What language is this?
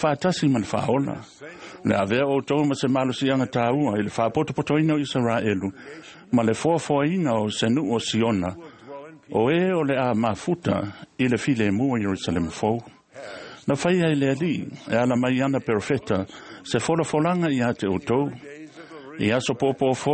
Samoan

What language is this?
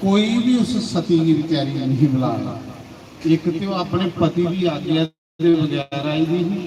Dogri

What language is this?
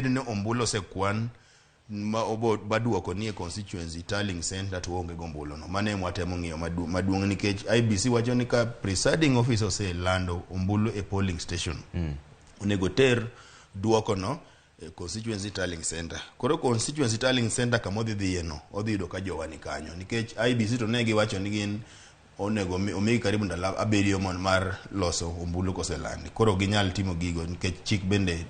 Luo (Kenya and Tanzania)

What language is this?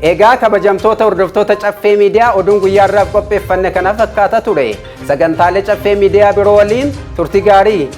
Oromo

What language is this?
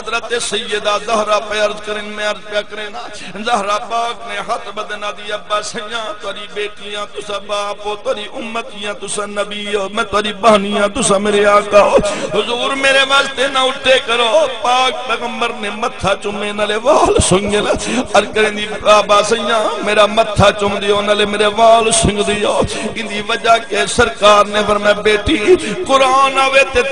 Saraiki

